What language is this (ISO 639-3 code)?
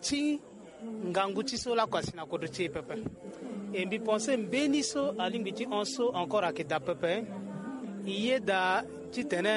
sag